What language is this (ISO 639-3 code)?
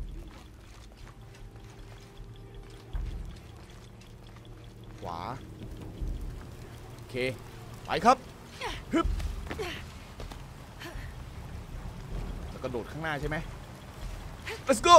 tha